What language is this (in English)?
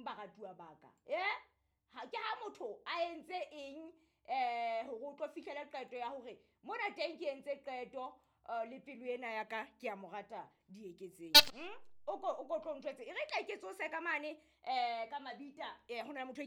Southern Sotho